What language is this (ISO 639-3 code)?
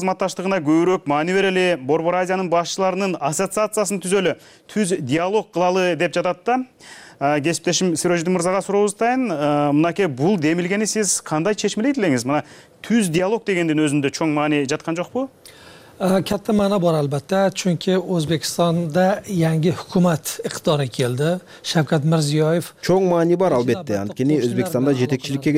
kir